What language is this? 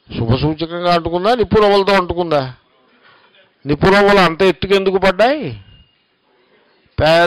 Telugu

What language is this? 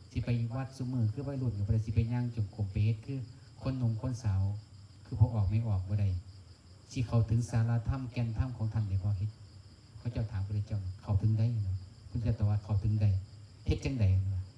Northeastern Thai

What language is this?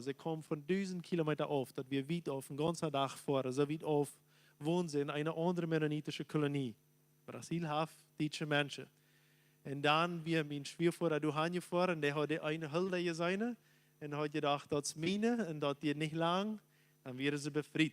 Plautdietsch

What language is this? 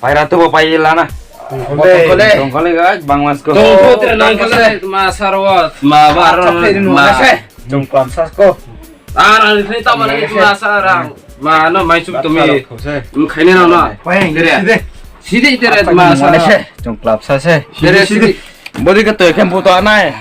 Riang (India)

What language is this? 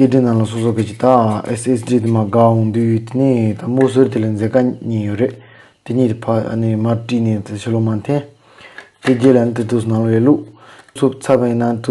Tibetan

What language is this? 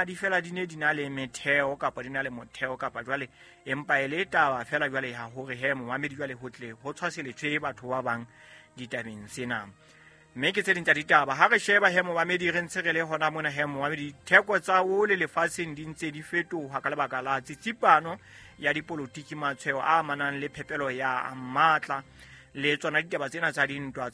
Southern Sotho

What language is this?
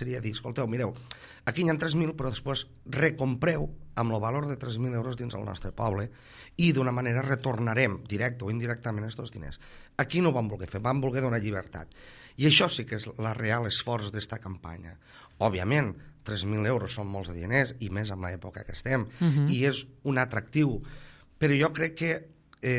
Catalan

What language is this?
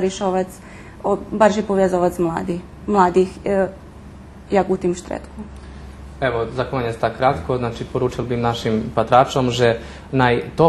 Rusyn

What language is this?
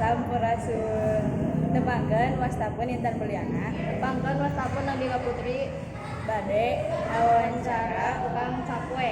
Sundanese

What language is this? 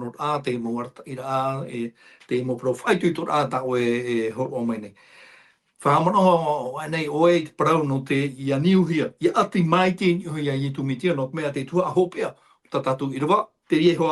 Tahitian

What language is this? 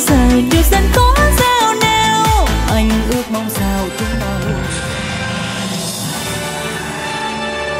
Vietnamese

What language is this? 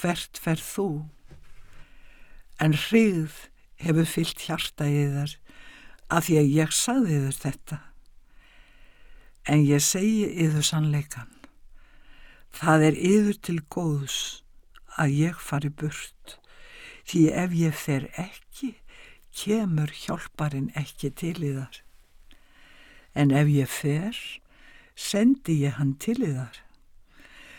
Icelandic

